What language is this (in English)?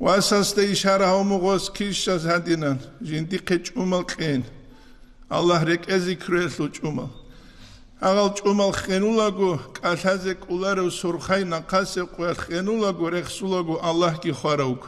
Avaric